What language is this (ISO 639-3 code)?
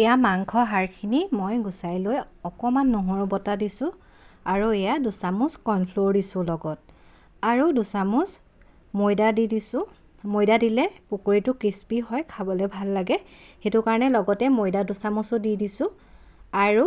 asm